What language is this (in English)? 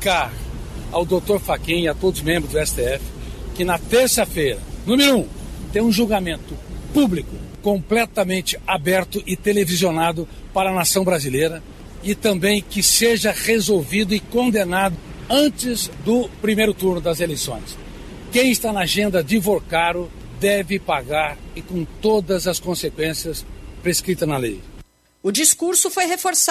Portuguese